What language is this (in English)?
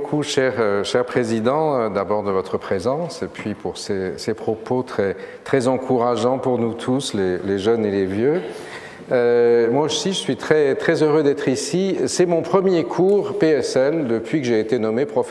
French